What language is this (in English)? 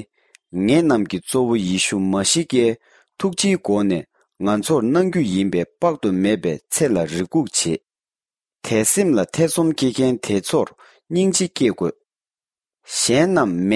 Tibetan